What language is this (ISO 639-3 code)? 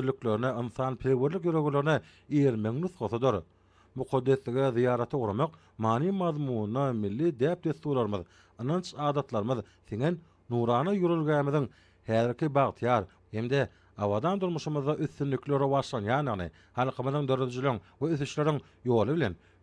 tuk